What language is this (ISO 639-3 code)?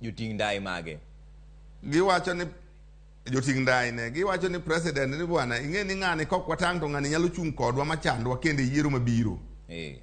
luo